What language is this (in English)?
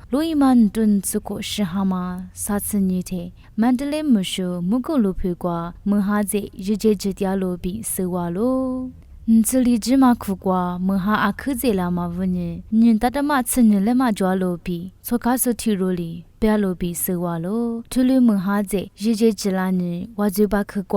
Lisu